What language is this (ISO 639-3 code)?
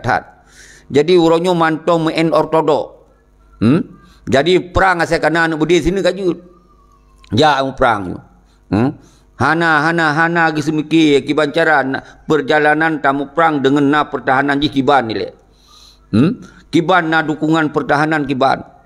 ace